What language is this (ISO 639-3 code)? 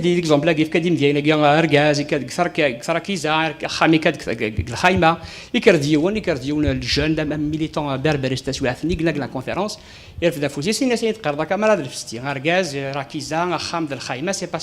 kab